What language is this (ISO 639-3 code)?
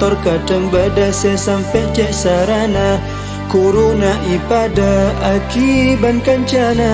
mad